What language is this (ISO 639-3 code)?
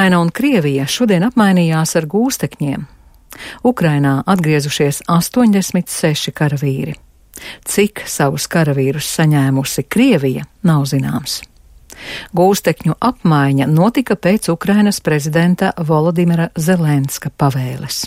lav